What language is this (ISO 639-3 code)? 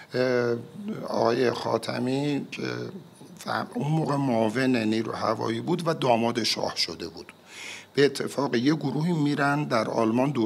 fas